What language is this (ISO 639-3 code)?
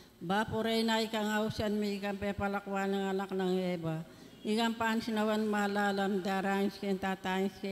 pam